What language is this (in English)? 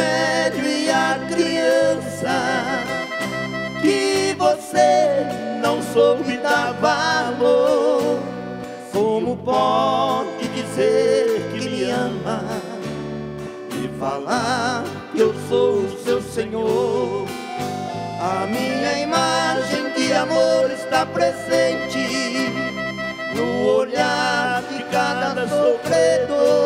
Portuguese